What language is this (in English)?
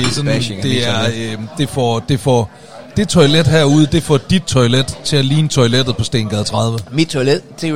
Danish